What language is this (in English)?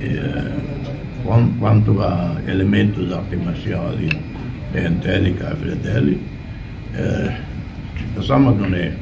Tetum